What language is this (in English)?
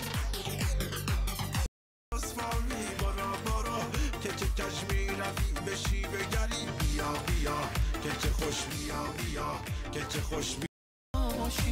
Persian